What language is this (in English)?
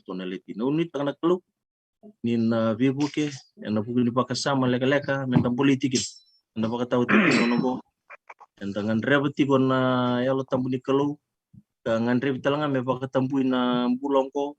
Fijian